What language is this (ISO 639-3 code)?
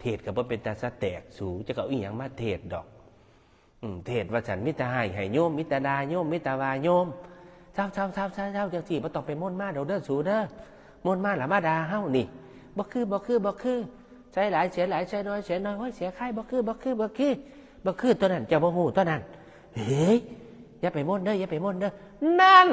tts